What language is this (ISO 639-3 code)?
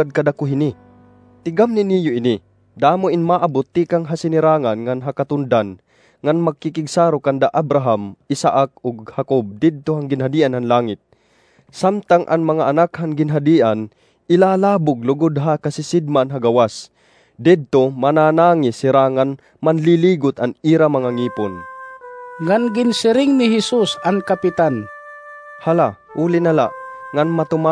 war